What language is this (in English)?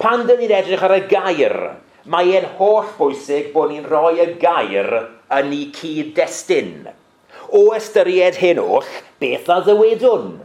Welsh